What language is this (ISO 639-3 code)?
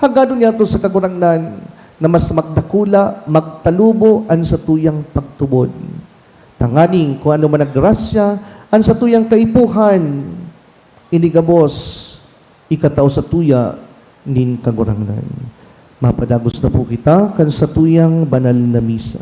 bik